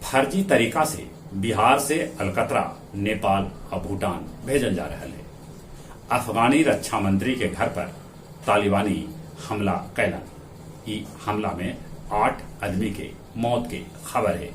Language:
Magahi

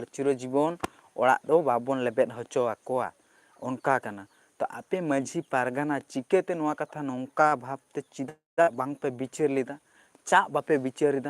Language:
Santali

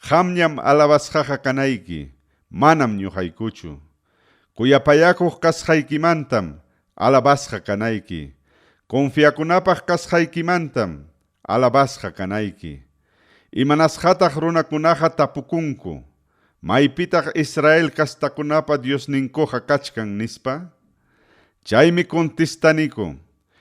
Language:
Ayacucho Quechua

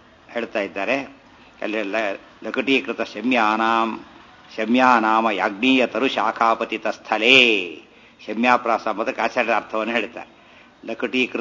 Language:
Kannada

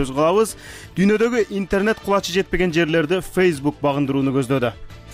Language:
Kyrgyz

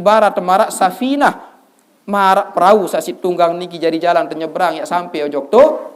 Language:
Sasak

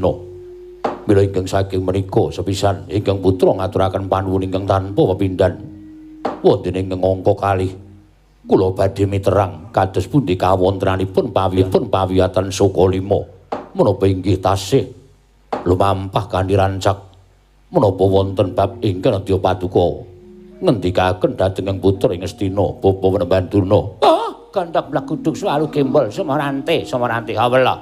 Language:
Javanese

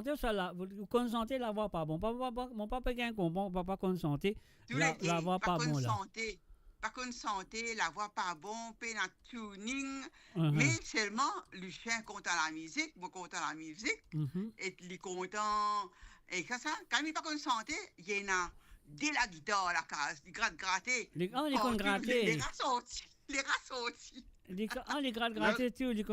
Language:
Morisyen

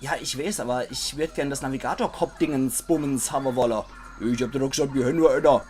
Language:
Palatine German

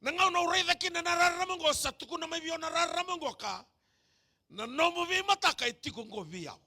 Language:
Fijian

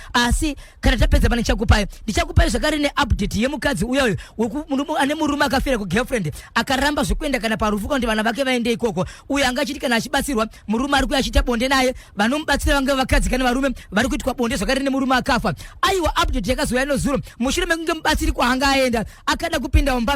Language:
Shona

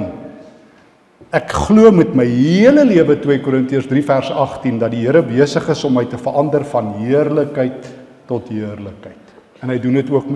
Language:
Afrikaans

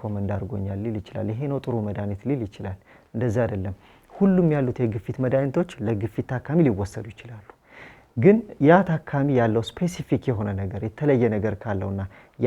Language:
Amharic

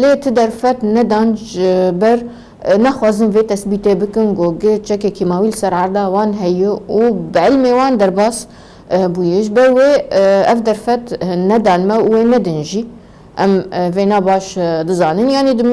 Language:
Kurdish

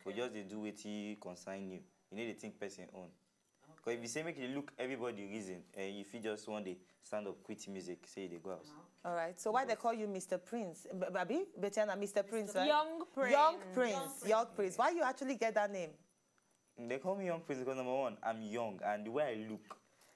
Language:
Nigerian Pidgin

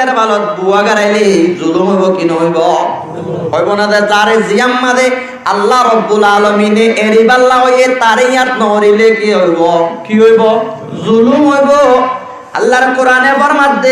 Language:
Rohingya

